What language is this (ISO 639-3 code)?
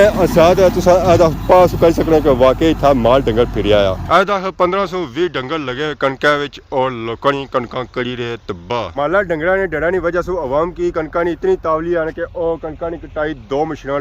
phr